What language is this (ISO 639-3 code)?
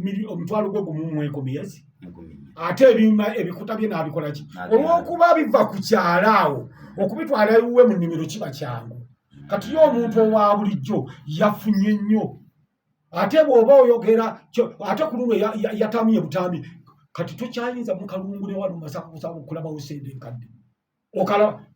lug